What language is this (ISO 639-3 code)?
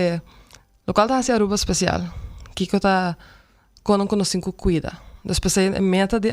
pap